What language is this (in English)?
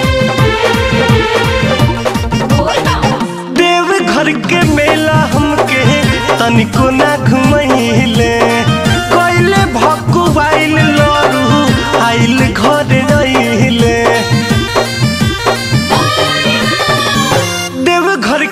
Bhojpuri